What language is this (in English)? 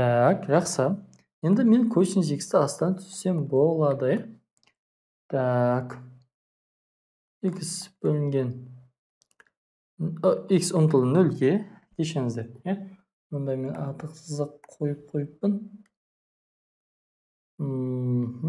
Kazakh